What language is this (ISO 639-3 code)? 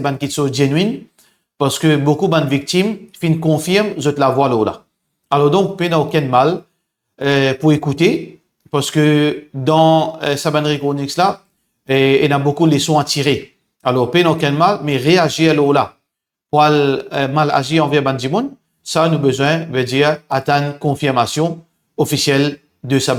mfe